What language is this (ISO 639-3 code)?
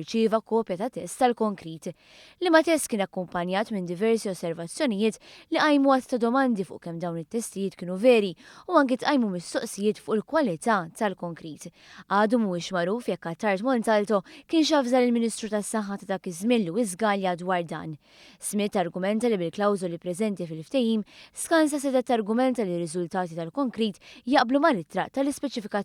mlt